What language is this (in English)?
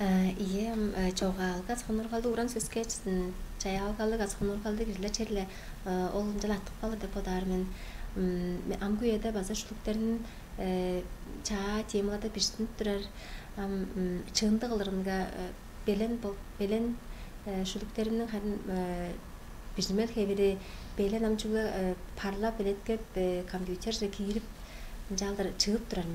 Tuvinian